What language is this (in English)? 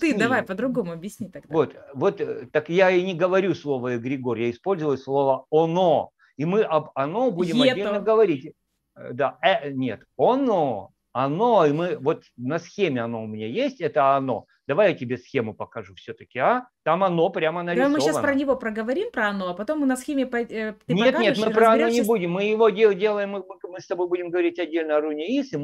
Russian